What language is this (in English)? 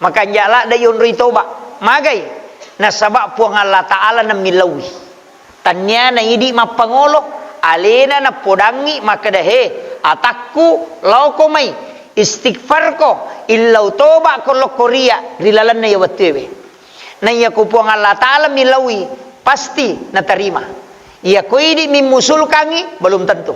Buginese